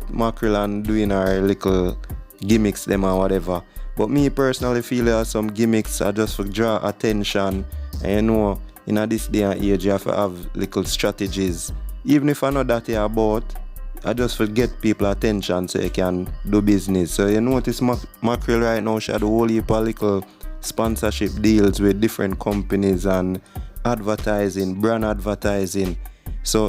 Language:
Jamaican Creole English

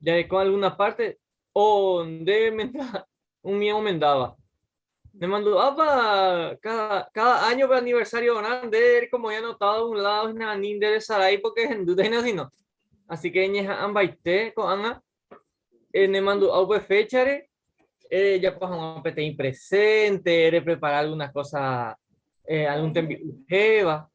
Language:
Guarani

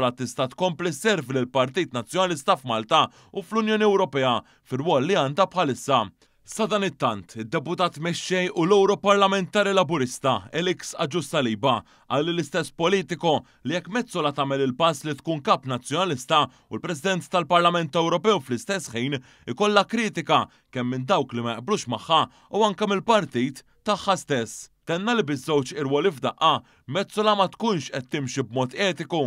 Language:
Maltese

